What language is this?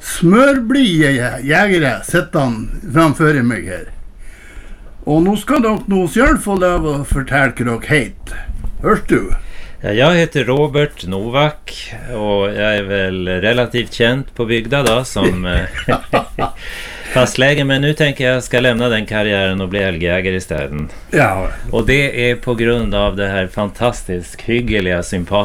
Norwegian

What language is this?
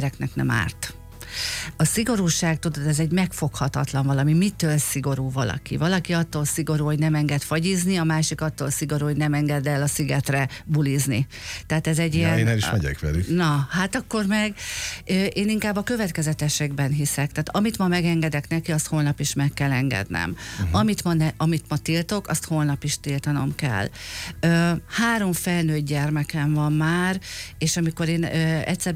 Hungarian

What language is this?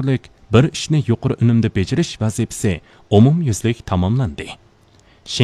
Uyghur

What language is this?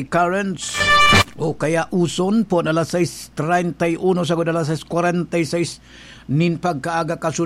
Bikol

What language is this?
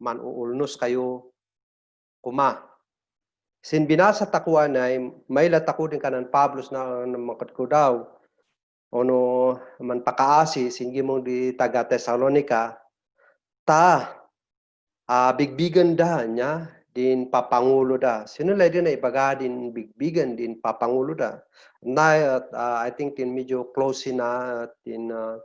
Kankanaey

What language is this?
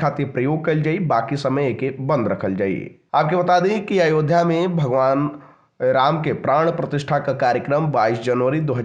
Bhojpuri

